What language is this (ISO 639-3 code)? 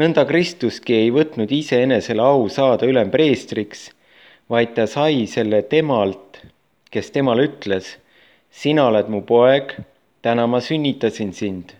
est